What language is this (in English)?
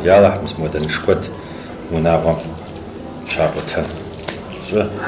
Kabardian